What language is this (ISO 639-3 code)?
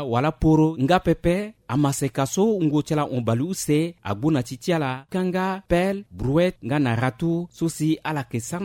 sag